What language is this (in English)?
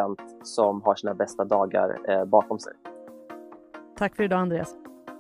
Swedish